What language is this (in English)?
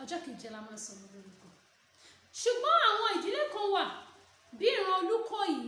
Yoruba